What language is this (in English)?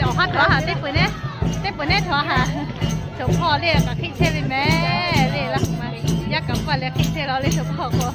Lahu